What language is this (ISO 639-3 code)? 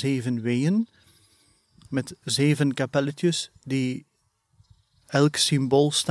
nld